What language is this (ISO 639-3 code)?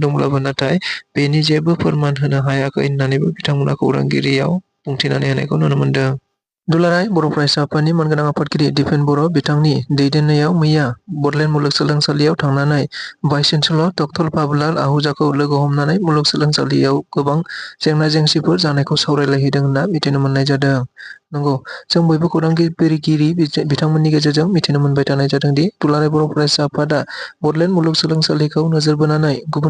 brx